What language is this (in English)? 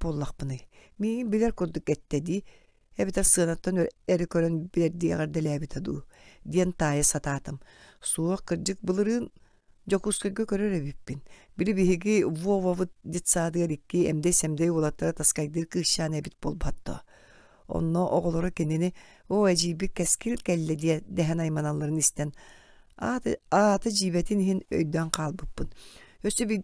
Yakut